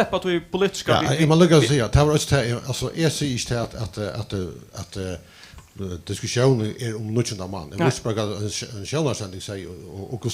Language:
Faroese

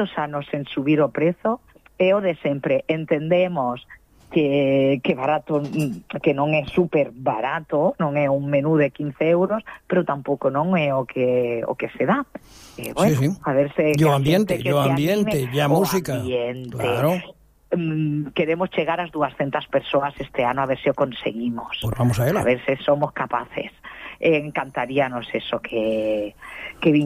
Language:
Galician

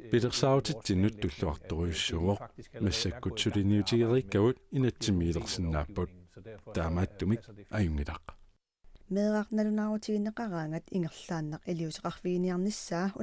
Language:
Kalaallisut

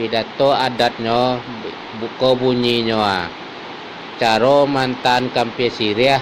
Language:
Minangkabau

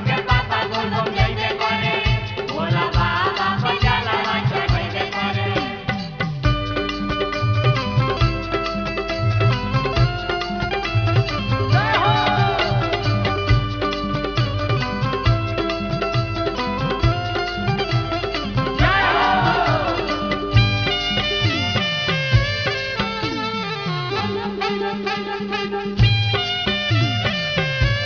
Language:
Bhojpuri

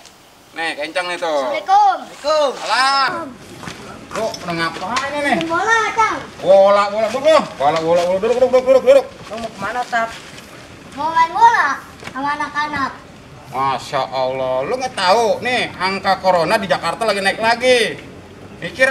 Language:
Betawi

